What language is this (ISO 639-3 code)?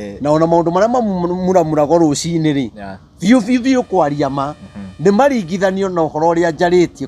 kik